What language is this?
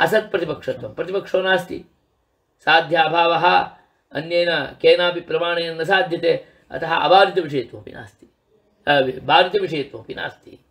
Sanskrit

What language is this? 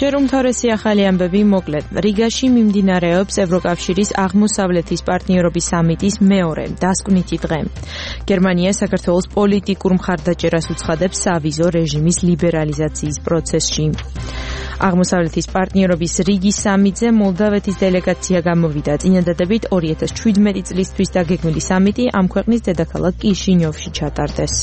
Georgian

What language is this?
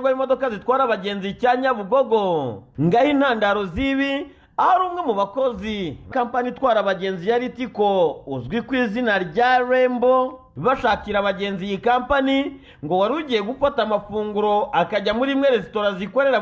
Kinyarwanda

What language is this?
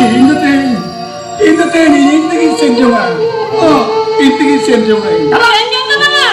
Santali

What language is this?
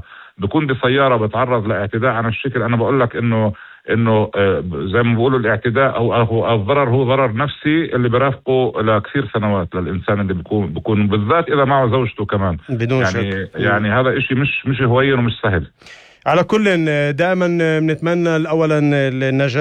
North Levantine Arabic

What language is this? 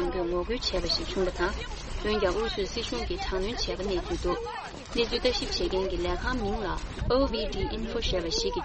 Tibetan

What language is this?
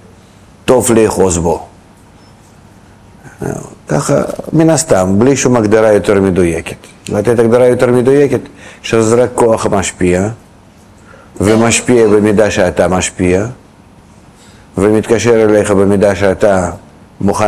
Hebrew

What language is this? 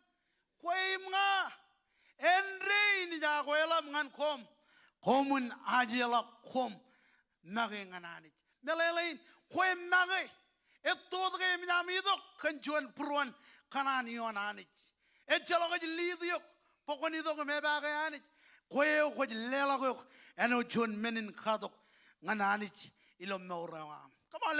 Marshallese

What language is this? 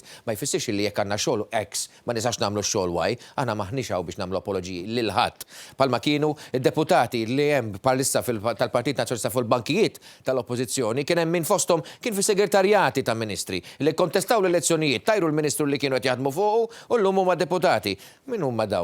Maltese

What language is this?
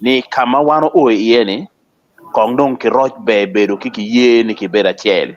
Acoli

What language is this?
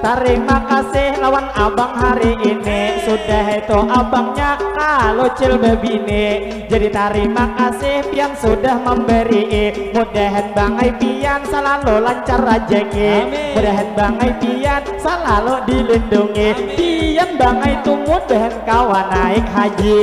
Banjar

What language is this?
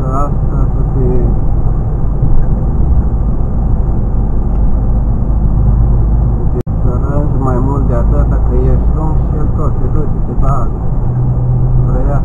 Romanian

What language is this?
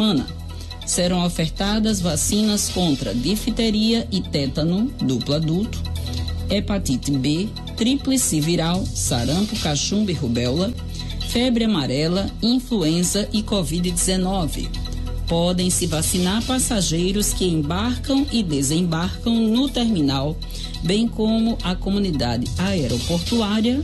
Portuguese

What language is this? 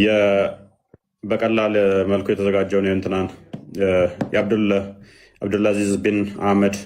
Amharic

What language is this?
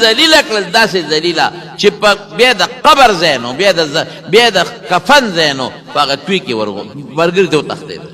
Pashto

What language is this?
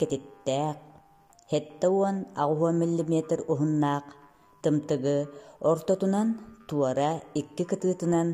Yakut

